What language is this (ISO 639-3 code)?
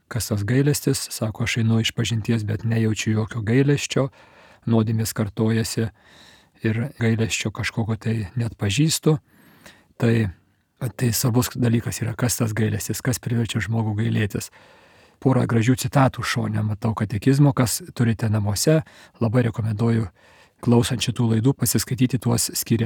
lit